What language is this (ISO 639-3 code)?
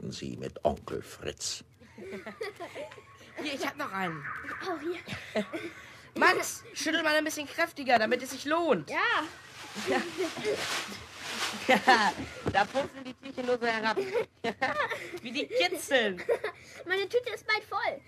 deu